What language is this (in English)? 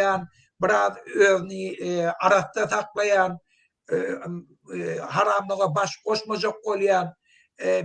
Turkmen